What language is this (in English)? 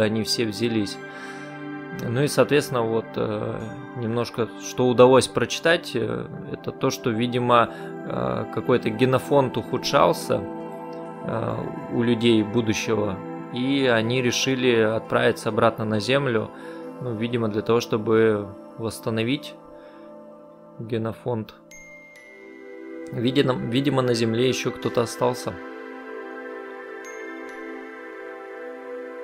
Russian